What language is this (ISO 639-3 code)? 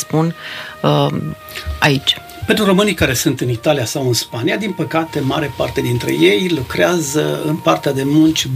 ron